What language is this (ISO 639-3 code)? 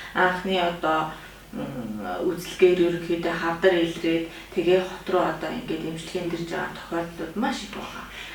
mon